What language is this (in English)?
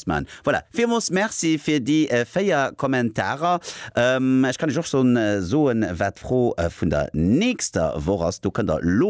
Luxembourgish